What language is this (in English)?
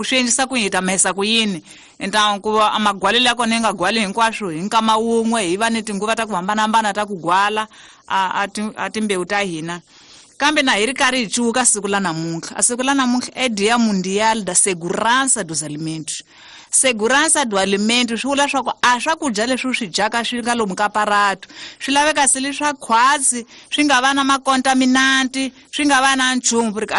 Tsonga